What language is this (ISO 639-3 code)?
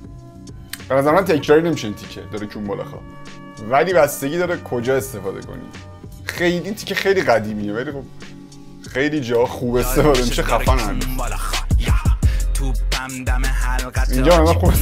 fas